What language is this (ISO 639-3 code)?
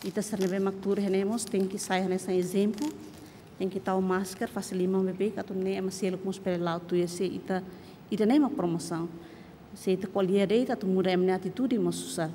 tet